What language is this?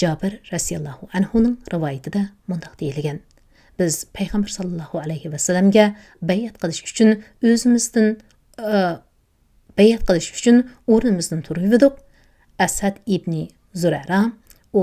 Uyghur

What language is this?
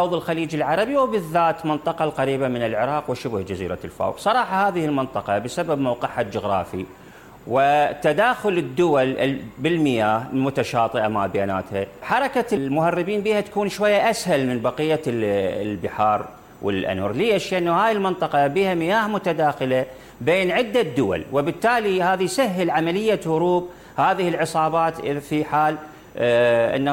Mesopotamian Arabic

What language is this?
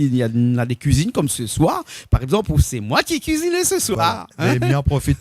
Réunion Creole French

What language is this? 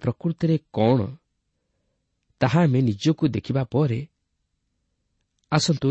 Odia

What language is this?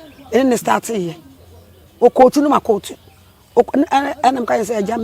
Akan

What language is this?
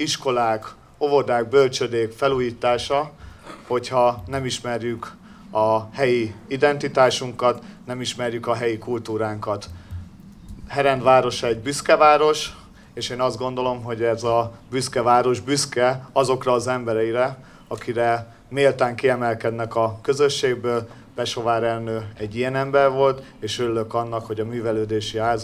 Hungarian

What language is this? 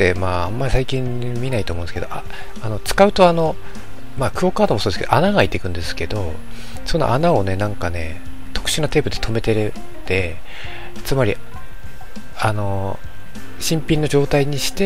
Japanese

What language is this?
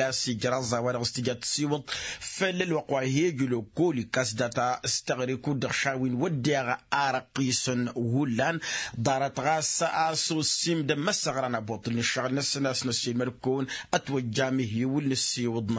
Tamasheq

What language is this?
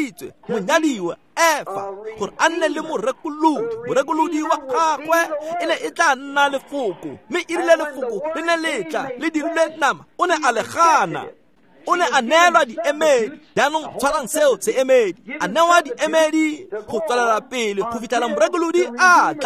Tswana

